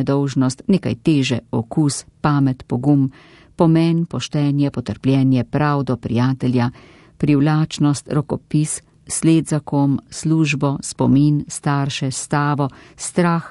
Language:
Slovenian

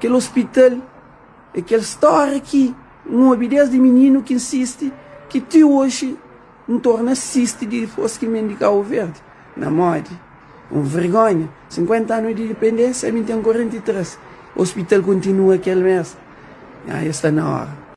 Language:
Kabuverdianu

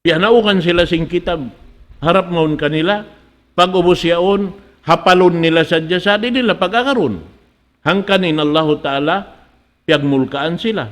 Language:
Tausug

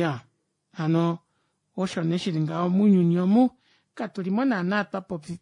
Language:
Kuanyama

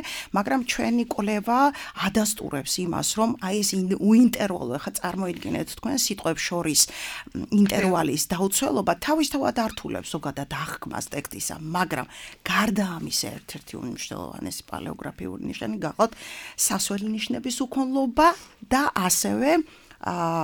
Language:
Georgian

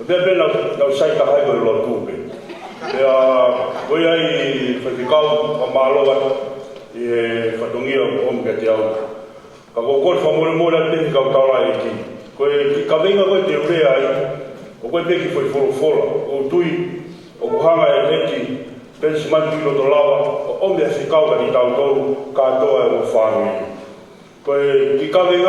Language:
Tongan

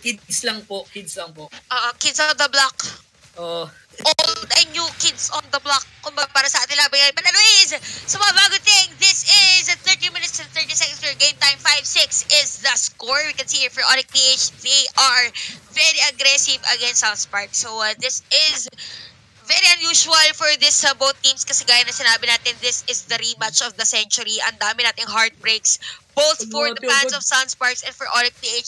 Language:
Filipino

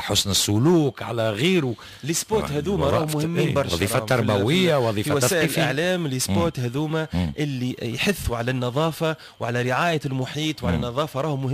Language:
Tunisian Arabic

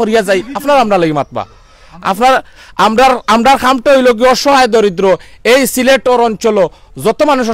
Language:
Sylheti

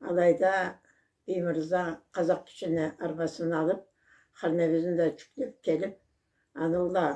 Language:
Karachay-Balkar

